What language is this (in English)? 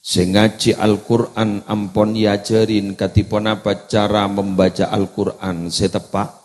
Madurese